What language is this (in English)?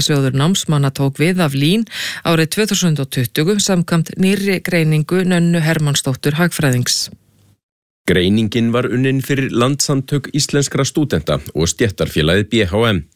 Icelandic